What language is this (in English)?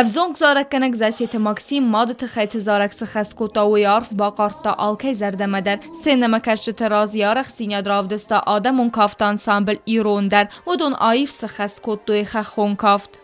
Ossetic